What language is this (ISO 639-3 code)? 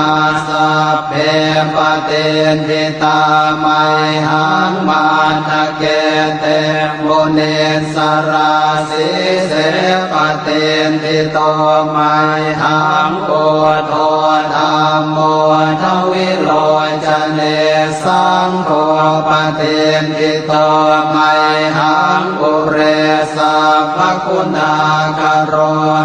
pli